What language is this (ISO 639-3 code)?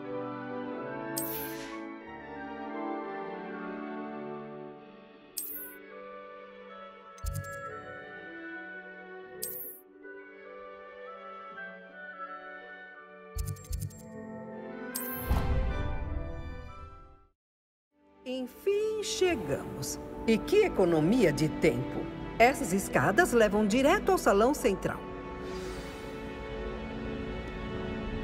por